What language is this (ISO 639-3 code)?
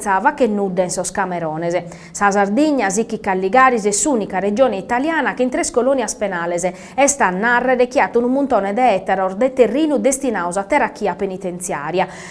srd